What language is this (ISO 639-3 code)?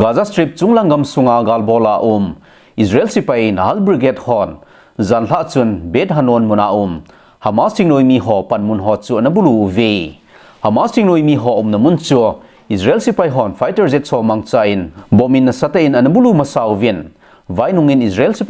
tcz